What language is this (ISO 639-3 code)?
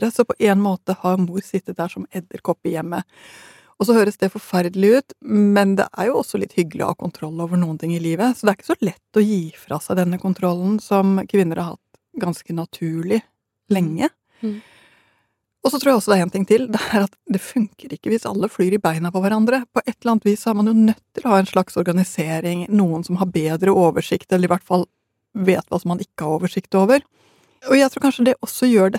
nor